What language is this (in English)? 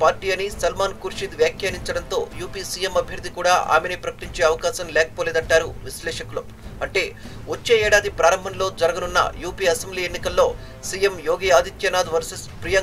Telugu